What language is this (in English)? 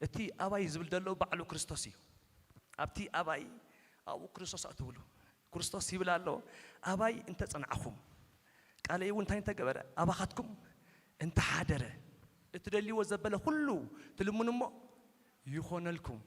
Tigrinya